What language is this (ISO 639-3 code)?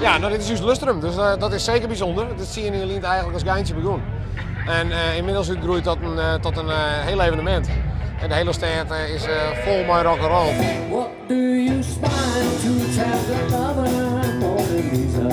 fry